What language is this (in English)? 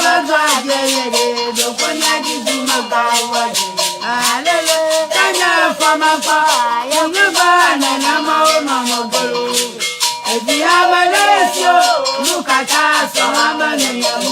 Ewe